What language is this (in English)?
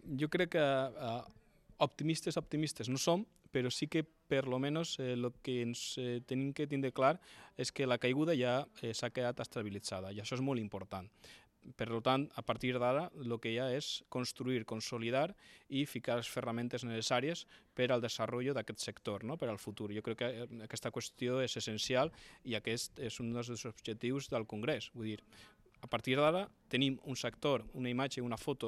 Catalan